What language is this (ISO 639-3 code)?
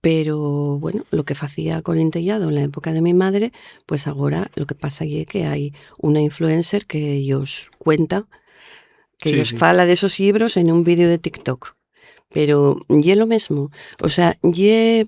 ast